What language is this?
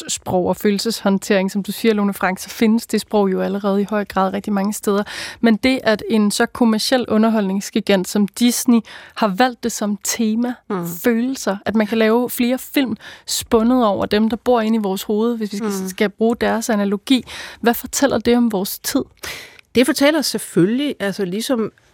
Danish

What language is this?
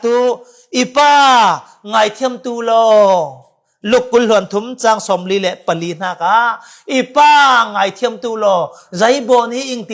Falam Chin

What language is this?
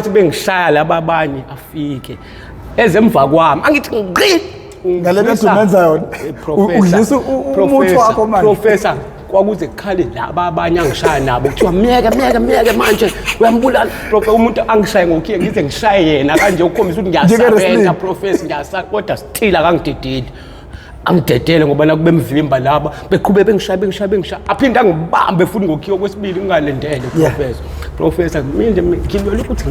Zulu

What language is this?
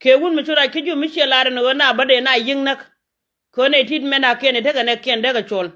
Nuer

